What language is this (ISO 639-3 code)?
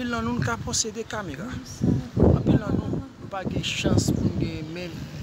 hat